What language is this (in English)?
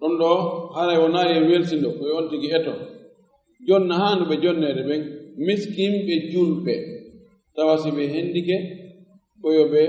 Fula